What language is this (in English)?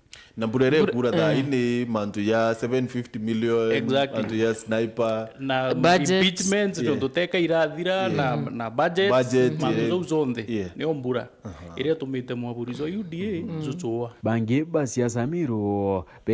Meru